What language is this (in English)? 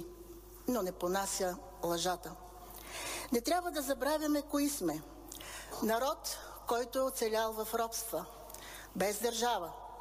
Bulgarian